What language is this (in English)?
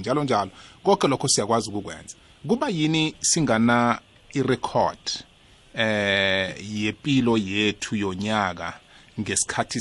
South Ndebele